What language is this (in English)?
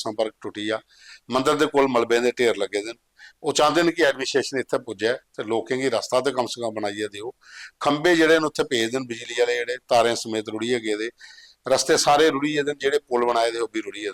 Dogri